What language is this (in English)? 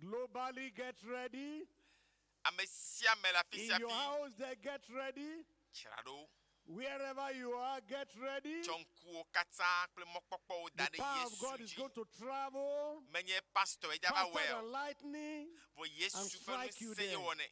Ewe